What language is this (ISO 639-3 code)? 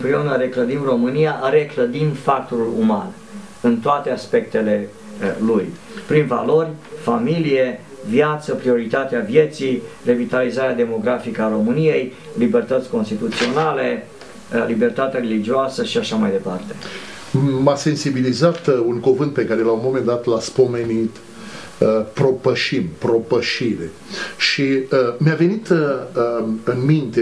ron